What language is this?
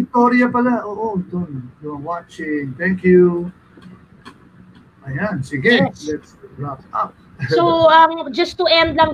Filipino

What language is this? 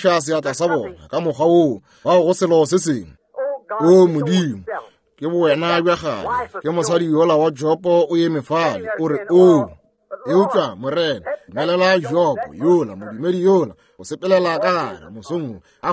Northern Sotho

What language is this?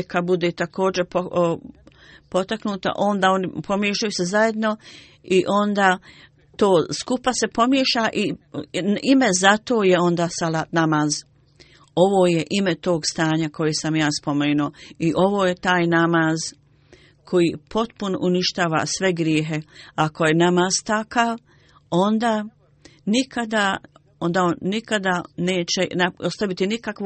Bosnian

